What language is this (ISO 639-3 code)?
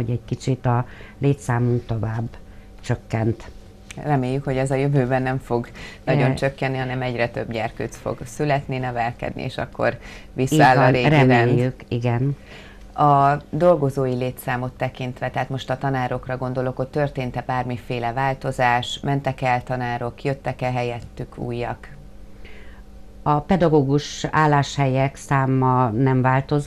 hun